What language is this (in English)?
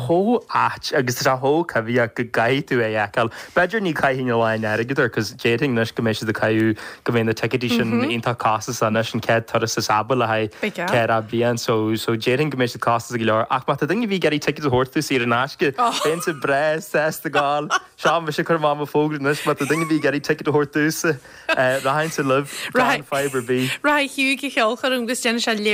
Irish